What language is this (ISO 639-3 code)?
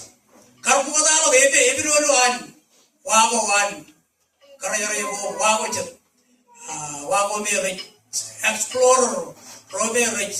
mah